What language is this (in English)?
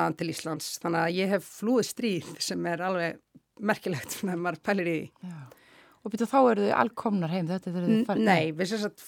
Icelandic